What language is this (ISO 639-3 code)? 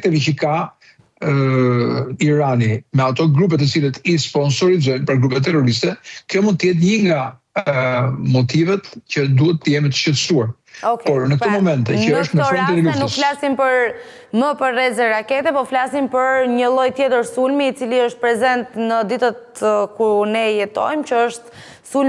sqi